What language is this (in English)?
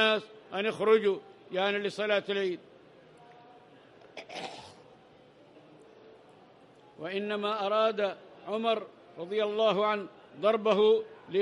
Arabic